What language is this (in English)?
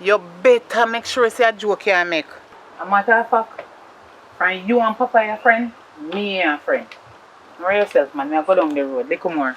Jamaican Creole English